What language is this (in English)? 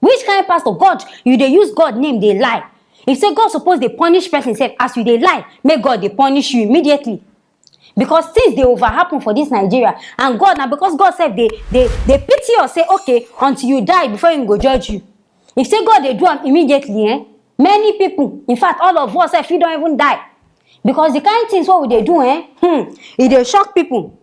Nigerian Pidgin